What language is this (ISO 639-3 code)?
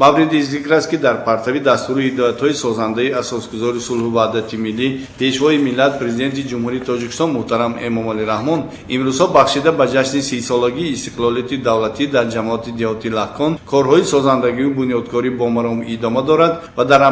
tgk